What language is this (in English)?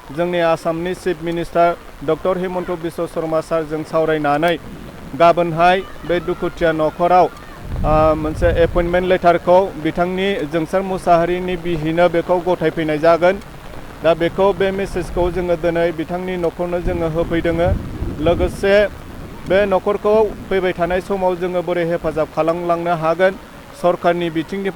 Bodo